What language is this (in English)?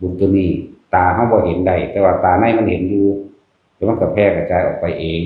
Northeastern Thai